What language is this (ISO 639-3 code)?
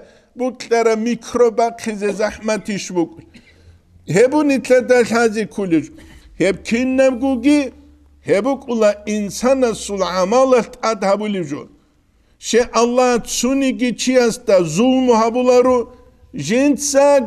ava